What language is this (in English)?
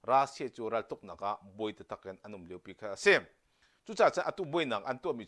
Hakha Chin